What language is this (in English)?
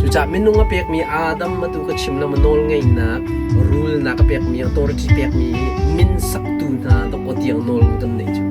Hakha Chin